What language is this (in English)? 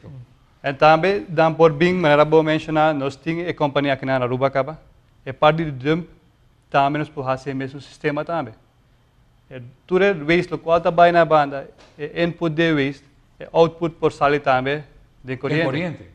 Papiamento